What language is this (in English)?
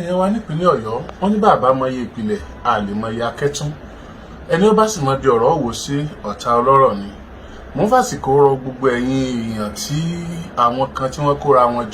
Yoruba